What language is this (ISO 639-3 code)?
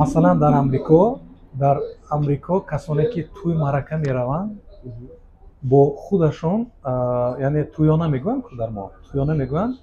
tgk